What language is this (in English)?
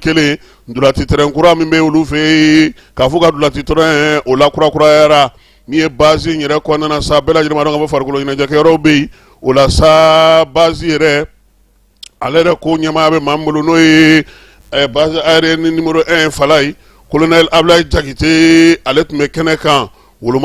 Bambara